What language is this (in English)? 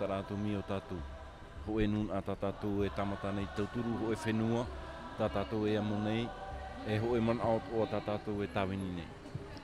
Tahitian